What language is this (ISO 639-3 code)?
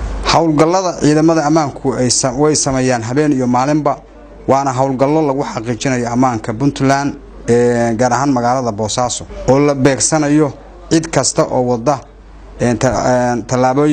som